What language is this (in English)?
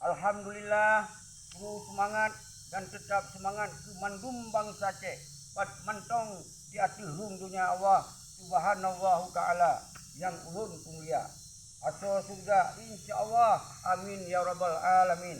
Achinese